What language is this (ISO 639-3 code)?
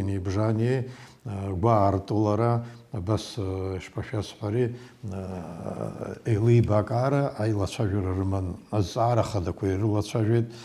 abk